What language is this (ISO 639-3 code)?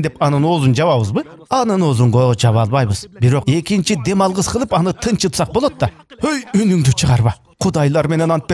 kir